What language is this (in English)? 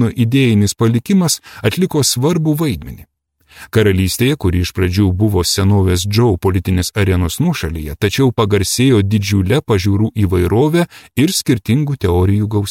Lithuanian